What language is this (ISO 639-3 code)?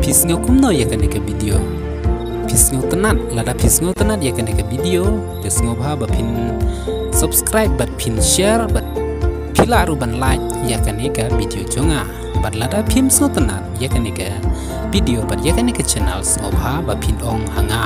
kha